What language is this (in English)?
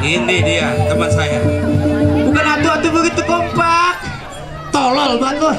Betawi